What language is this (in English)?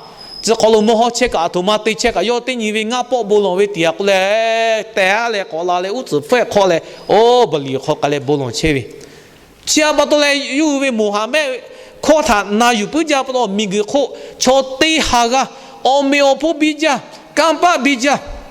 Lahu